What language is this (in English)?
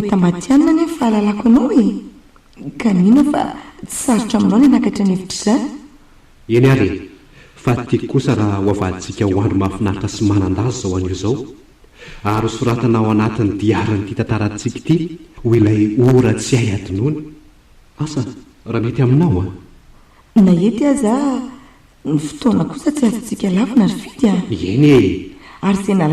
Malagasy